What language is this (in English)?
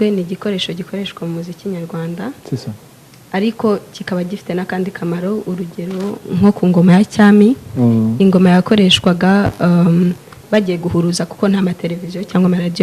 Kinyarwanda